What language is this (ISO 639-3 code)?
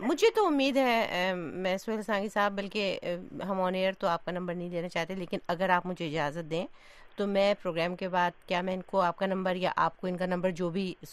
urd